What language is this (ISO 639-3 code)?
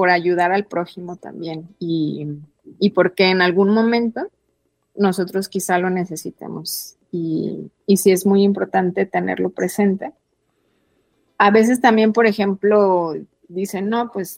spa